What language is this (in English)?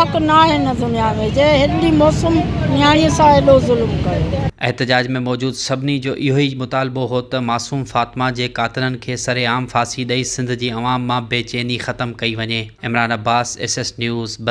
Sindhi